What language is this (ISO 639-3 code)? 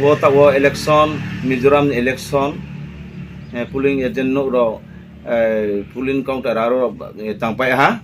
ria